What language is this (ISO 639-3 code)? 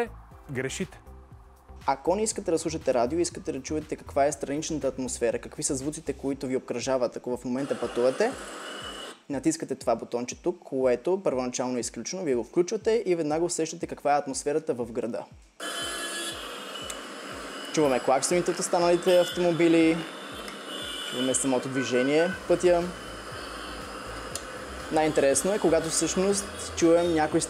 bul